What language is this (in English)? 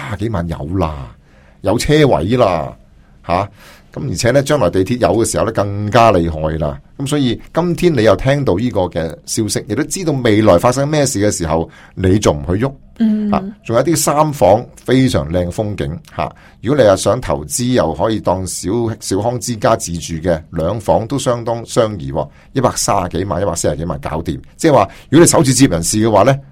Cantonese